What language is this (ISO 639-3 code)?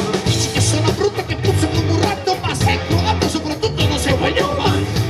ita